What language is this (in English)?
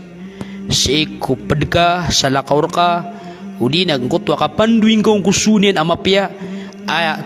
Maranao